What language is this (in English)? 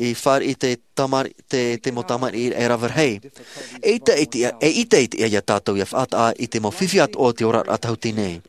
Tahitian